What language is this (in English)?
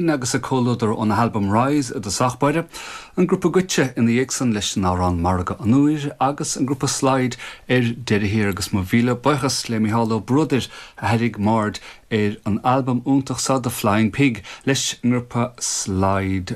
Irish